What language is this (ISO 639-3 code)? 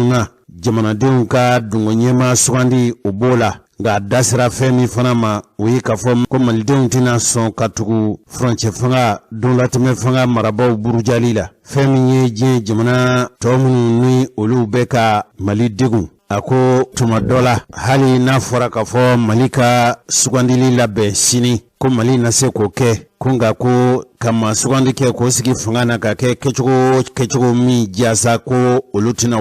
bam